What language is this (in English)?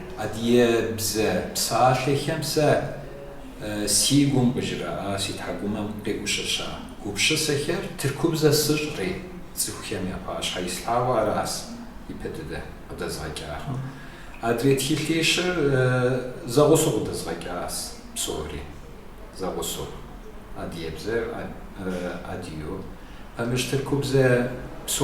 Kabardian